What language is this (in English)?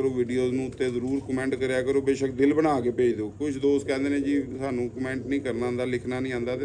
Punjabi